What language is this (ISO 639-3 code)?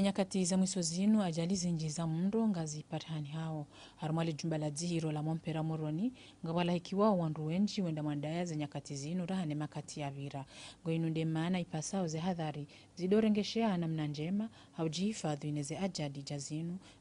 zdj